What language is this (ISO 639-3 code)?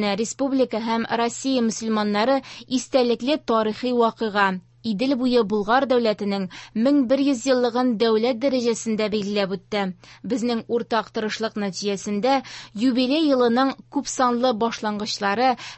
tat